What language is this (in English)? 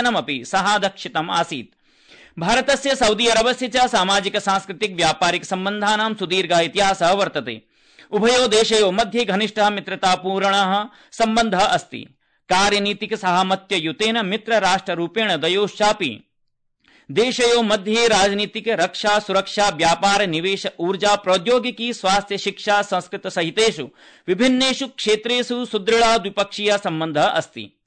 Sanskrit